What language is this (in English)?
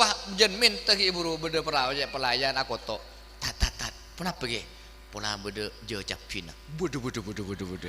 Madurese